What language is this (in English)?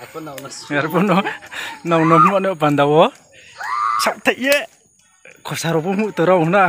Riang (India)